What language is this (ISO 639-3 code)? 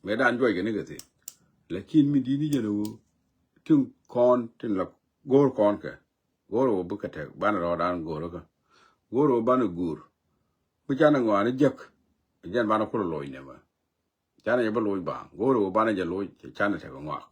nus